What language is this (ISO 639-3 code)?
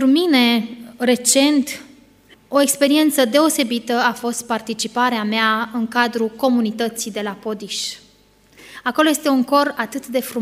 ron